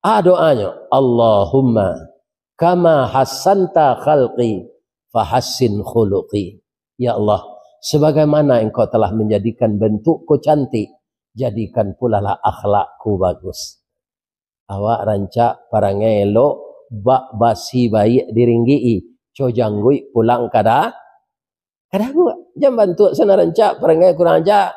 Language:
Minangkabau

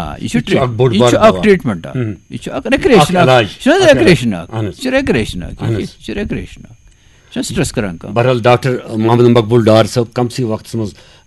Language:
Kashmiri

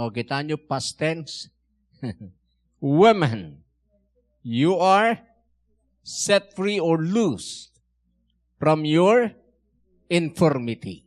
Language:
Iloko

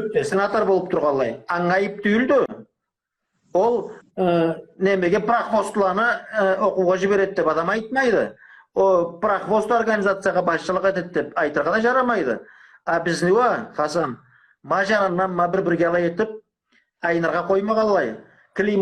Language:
Karachay-Balkar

